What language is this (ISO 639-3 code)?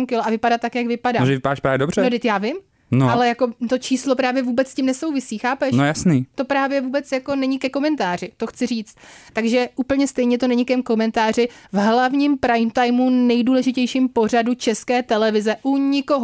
ces